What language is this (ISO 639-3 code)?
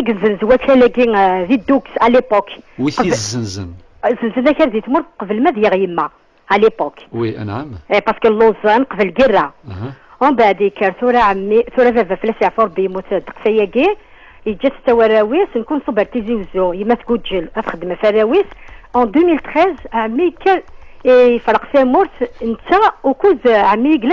kab